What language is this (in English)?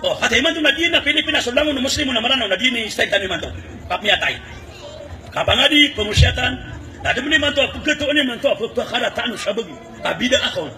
Maranao